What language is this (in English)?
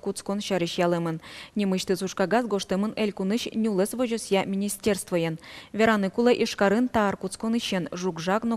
Udmurt